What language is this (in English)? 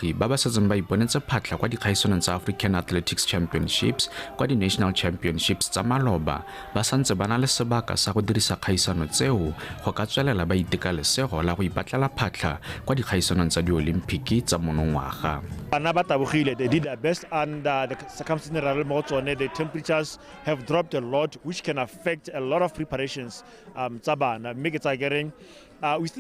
Tswana